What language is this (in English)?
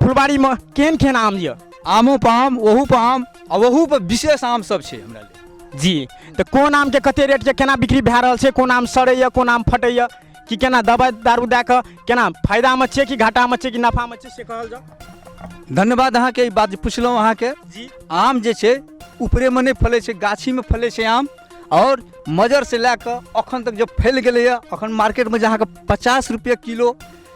Maithili